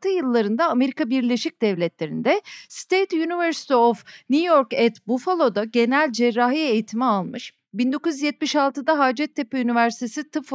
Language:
Turkish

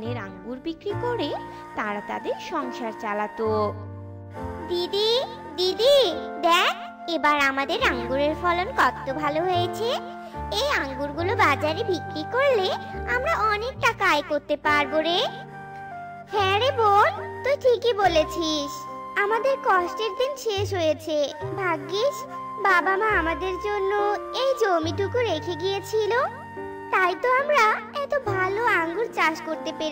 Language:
Bangla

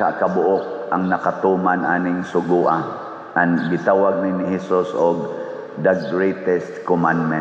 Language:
Cebuano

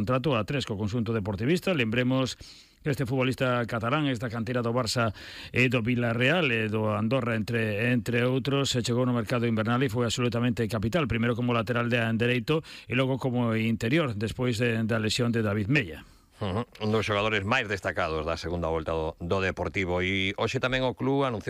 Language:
Galician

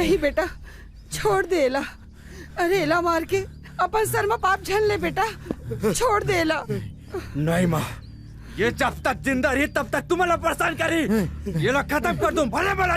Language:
Chhattisgarhi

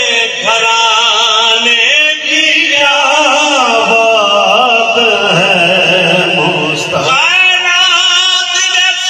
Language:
Saraiki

